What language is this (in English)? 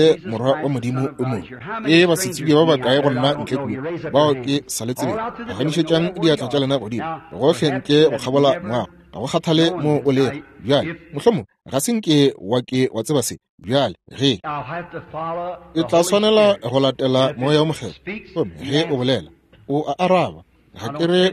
Northern Sotho